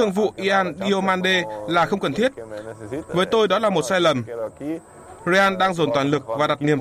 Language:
Vietnamese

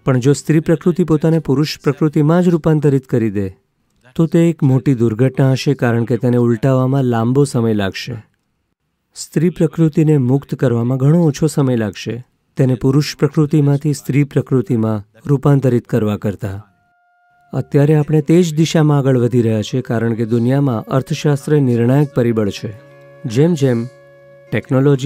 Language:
Gujarati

